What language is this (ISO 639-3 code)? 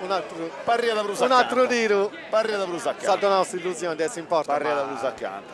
srd